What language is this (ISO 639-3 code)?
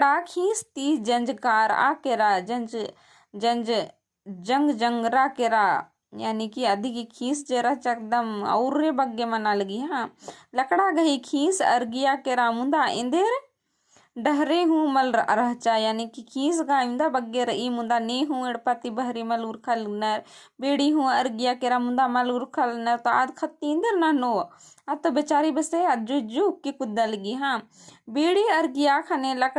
kru